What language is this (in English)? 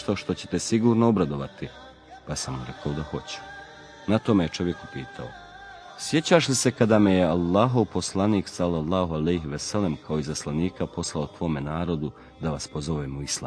Croatian